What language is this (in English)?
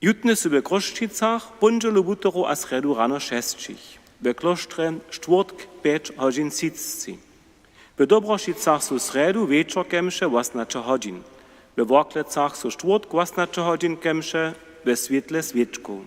Upper Sorbian